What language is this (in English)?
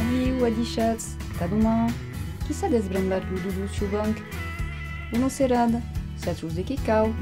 Occitan